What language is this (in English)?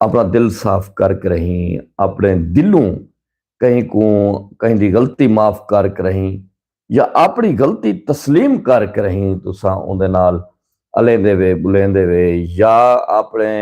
Saraiki